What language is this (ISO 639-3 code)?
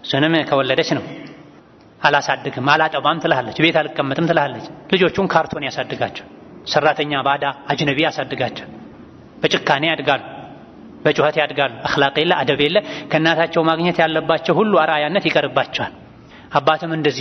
amh